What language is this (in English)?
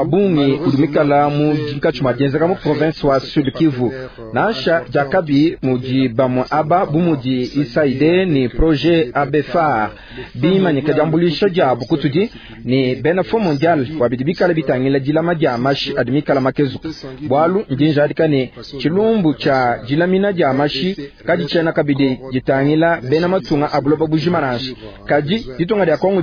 Luba-Lulua